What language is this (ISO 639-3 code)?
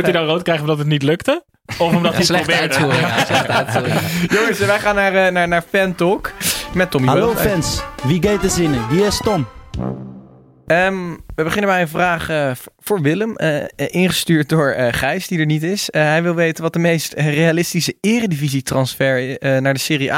nld